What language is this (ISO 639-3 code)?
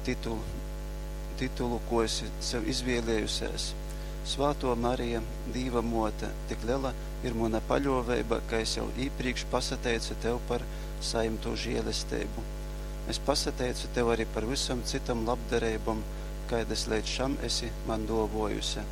ltg